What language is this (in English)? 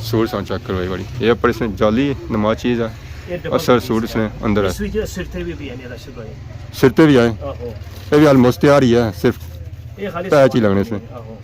Pahari-Potwari